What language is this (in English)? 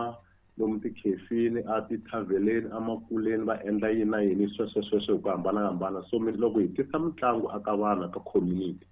Tsonga